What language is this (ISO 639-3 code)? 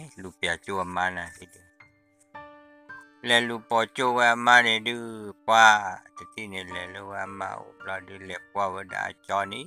ksw